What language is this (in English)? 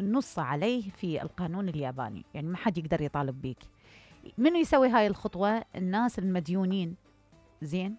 Mesopotamian Arabic